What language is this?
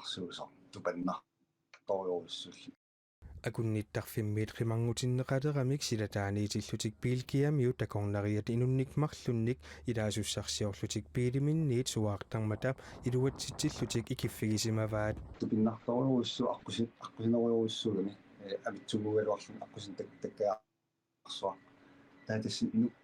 Kalaallisut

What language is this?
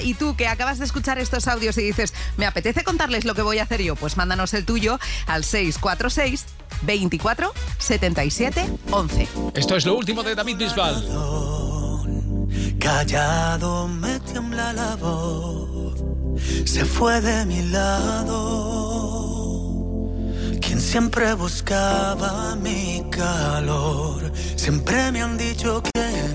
Spanish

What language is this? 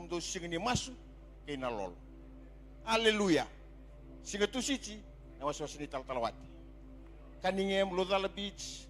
Fijian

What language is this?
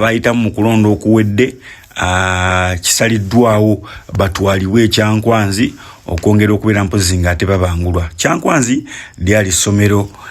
Ganda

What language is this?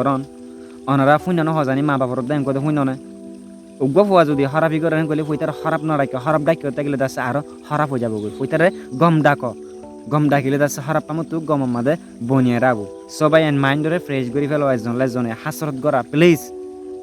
Rohingya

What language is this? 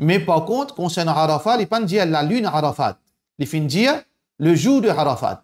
Morisyen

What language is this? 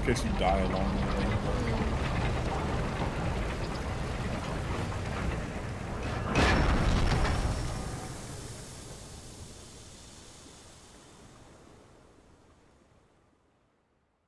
English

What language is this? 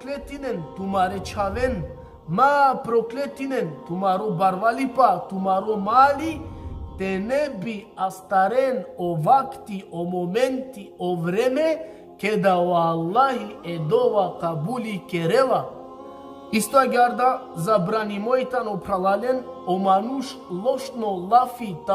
Balkan Romani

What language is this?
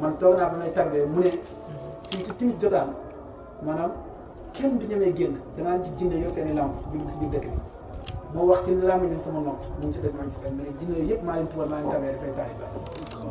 Wolof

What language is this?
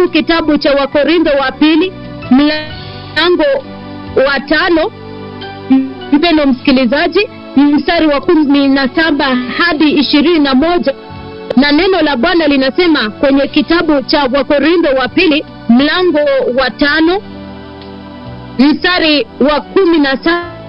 Swahili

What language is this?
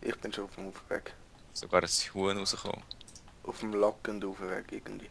Swiss German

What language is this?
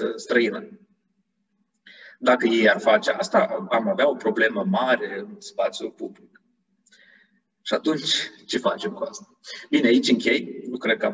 Romanian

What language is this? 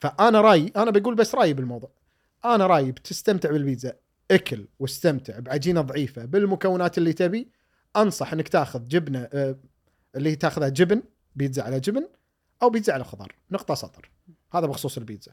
Gulf Arabic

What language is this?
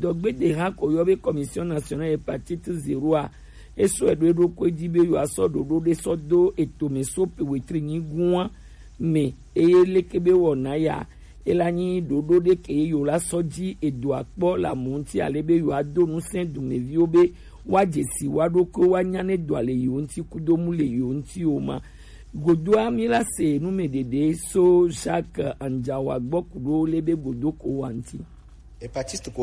Gen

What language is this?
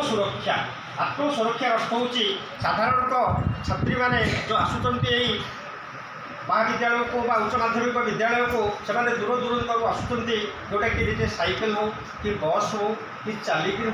Odia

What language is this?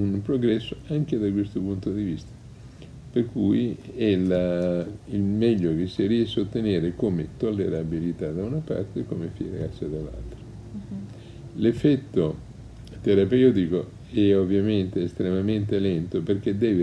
Italian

